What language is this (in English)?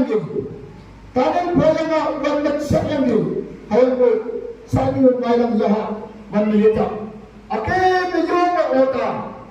Naga Pidgin